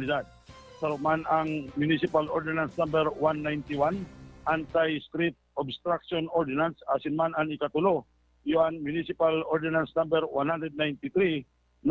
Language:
Bikol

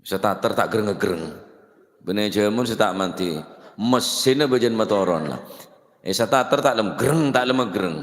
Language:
Madurese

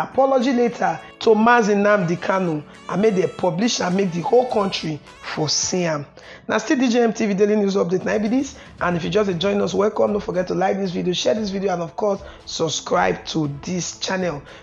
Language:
Nigerian Pidgin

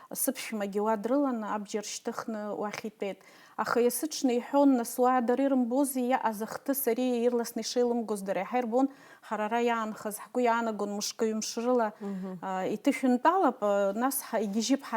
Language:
Abkhazian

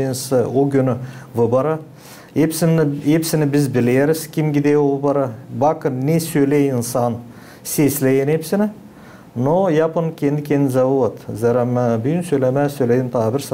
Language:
Gagauz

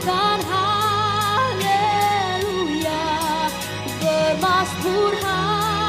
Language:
Nias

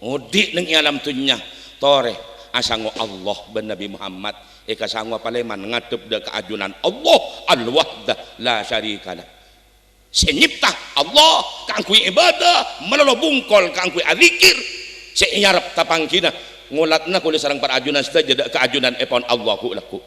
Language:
Madurese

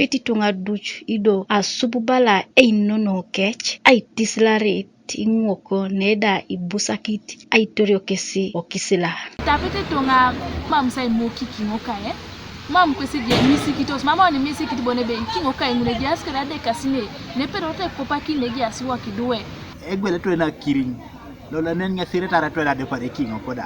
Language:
Teso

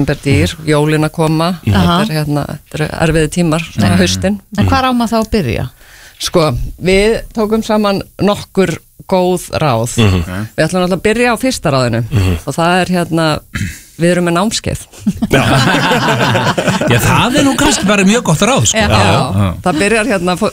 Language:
Icelandic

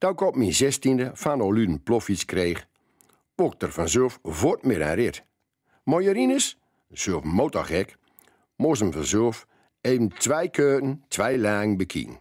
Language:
Gronings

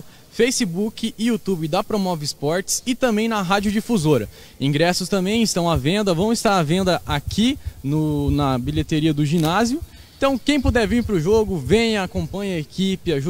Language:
Portuguese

